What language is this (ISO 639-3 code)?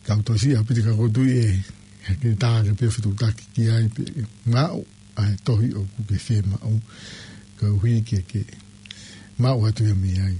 ton